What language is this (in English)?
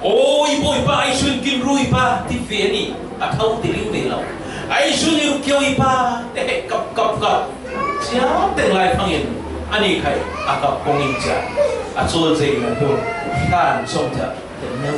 Falam Chin